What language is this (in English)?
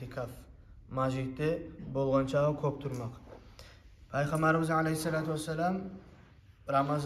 Kumyk